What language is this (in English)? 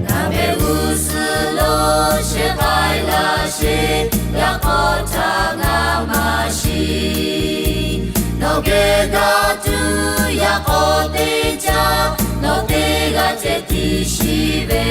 Lahu